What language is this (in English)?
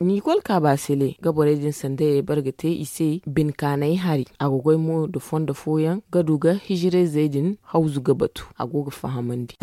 Zarma